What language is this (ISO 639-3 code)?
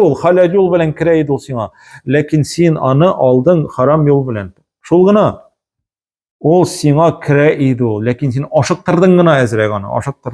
tat